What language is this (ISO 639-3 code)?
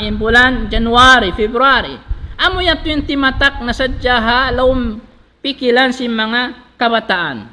tsg